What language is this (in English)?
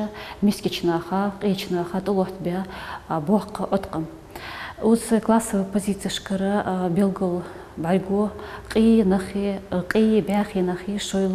Ingush